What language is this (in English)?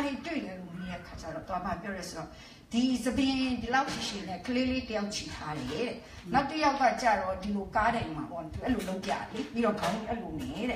Burmese